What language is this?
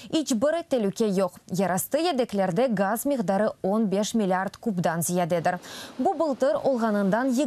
Crimean Tatar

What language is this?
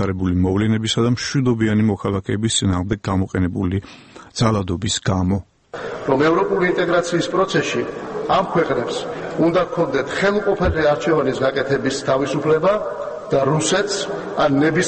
Georgian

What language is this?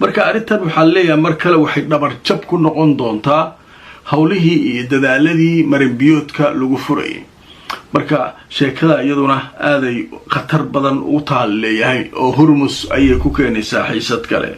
Somali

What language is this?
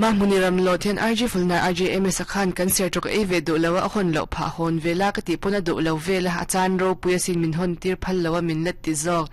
Mizo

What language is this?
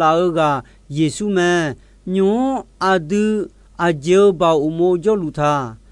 Akha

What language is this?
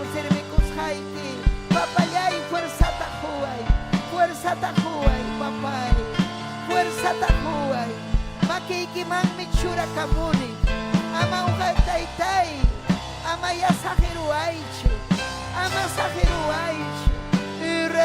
Ayacucho Quechua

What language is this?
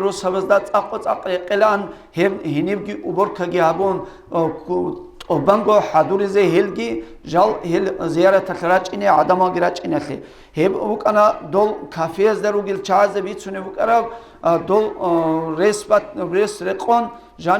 Avaric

